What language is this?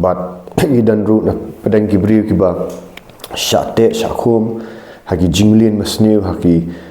Khasi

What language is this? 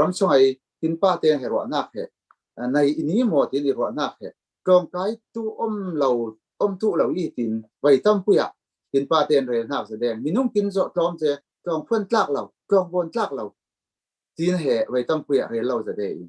Falam Chin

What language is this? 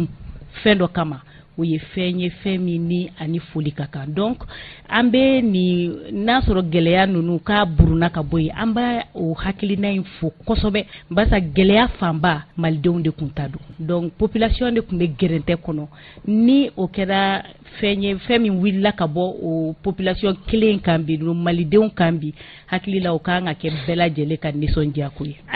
Bambara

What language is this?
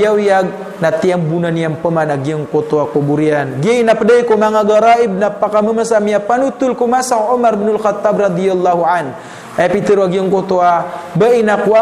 Maranao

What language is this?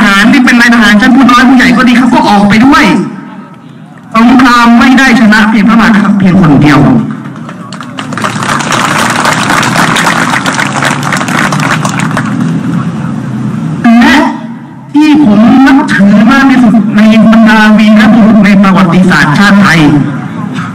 Thai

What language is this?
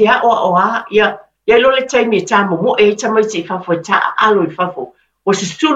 Samoan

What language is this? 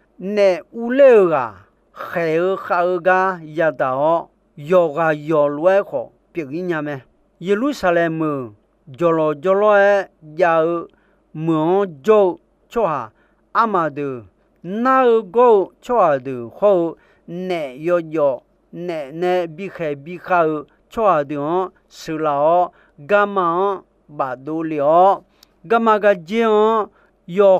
Akha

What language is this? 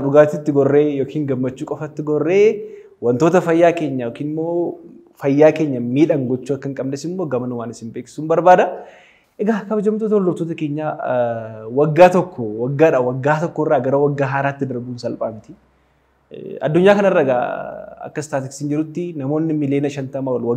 Oromo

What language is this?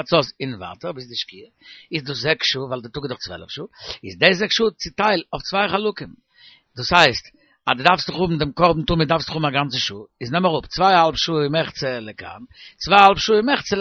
Yiddish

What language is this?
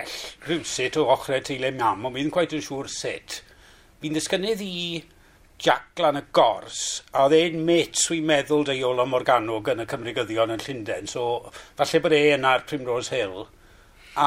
Welsh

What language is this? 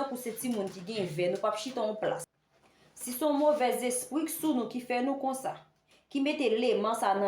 Haitian Creole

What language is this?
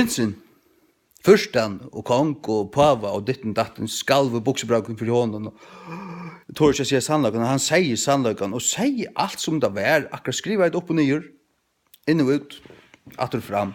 Faroese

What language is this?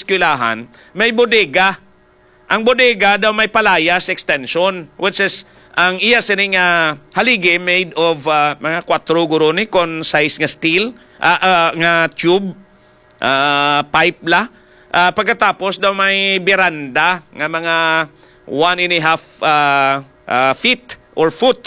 Hiligaynon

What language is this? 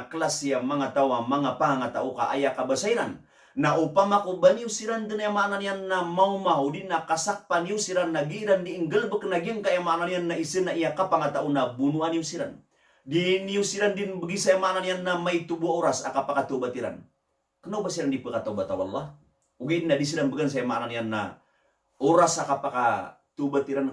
Maranao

